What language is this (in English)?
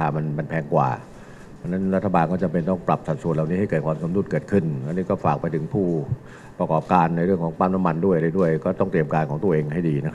Thai